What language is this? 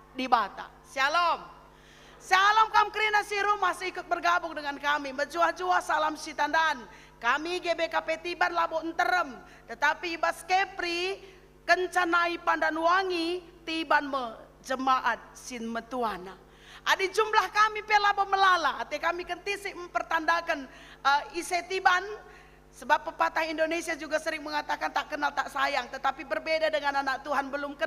Batak Karo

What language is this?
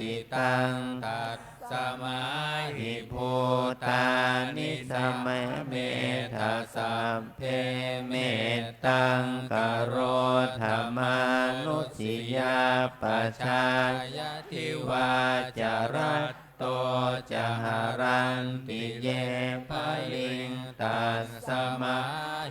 Pali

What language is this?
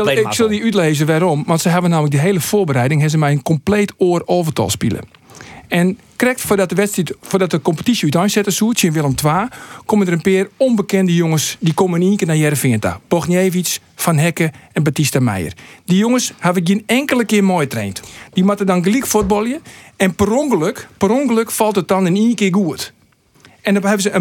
Western Frisian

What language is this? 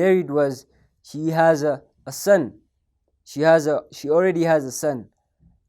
Oromo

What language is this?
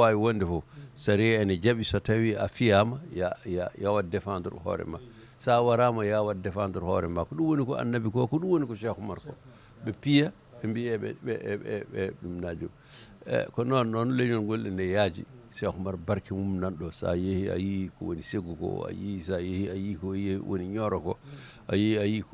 Fula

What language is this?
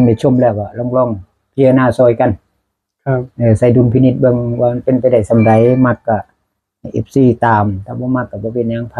Northeastern Thai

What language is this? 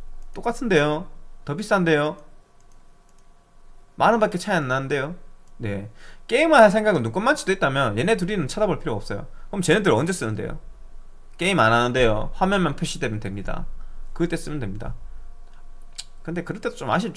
Korean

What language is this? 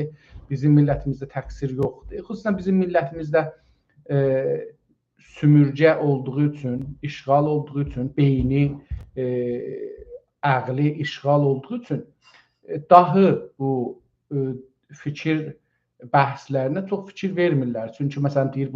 South Azerbaijani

